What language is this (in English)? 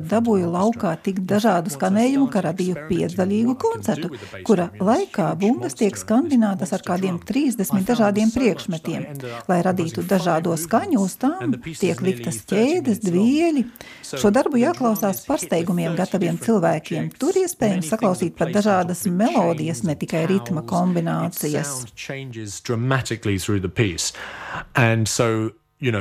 Latvian